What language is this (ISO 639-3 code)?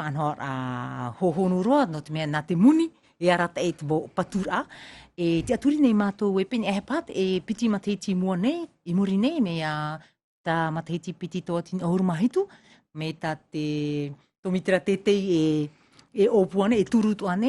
tah